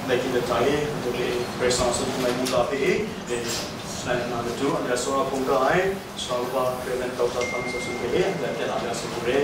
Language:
Kachin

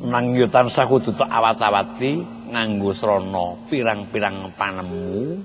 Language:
Javanese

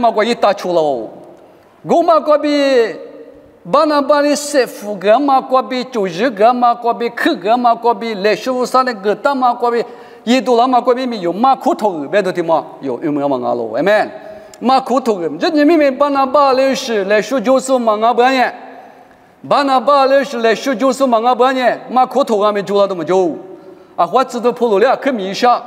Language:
Lisu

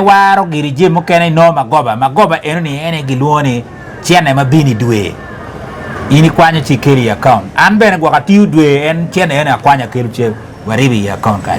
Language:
Acoli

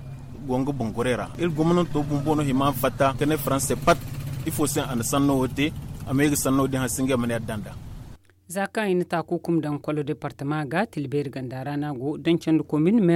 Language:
Zarma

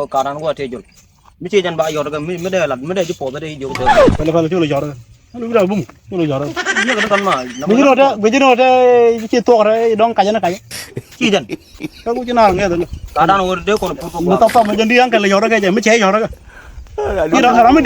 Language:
Nuer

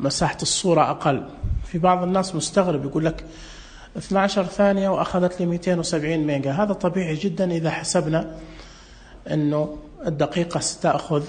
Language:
Najdi Arabic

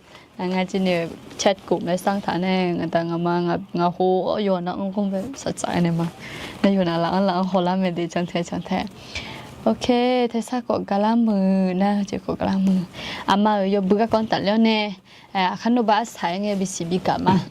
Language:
Akha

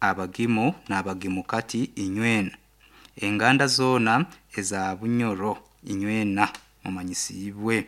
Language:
Nyoro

